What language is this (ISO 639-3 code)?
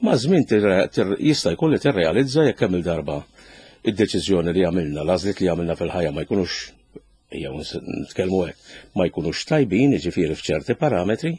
mlt